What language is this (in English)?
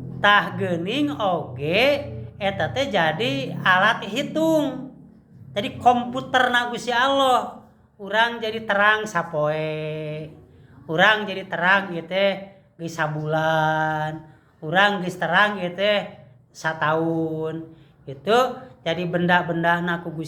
Sundanese